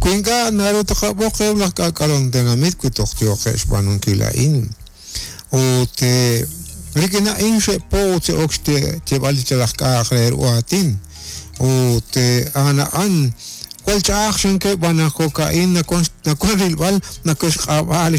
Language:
Kekchí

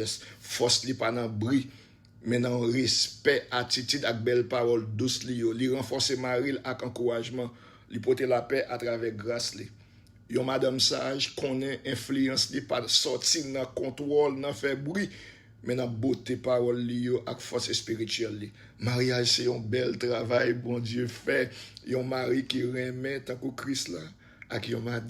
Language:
Haitian Creole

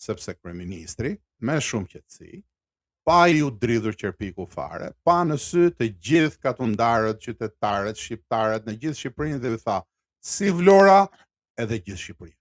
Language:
Albanian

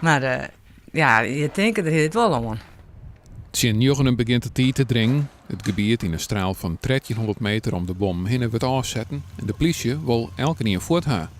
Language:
Western Frisian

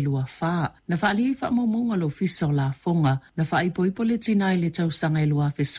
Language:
Samoan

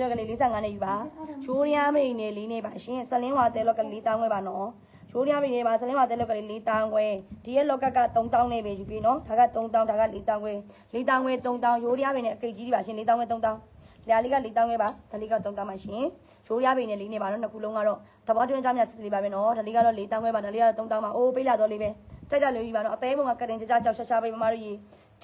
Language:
Burmese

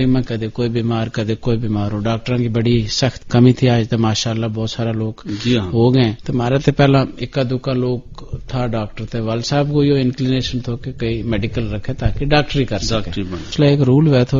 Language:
Gujari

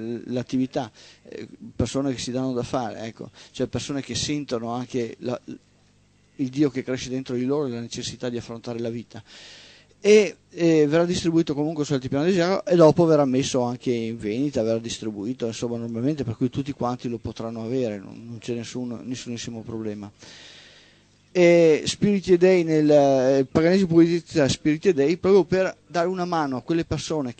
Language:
Italian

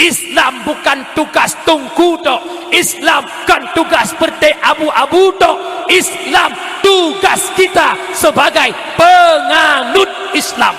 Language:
Achinese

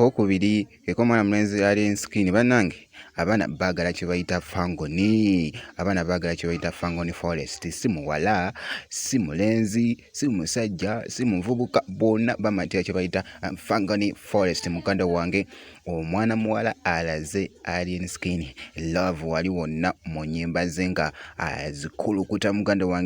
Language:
Ganda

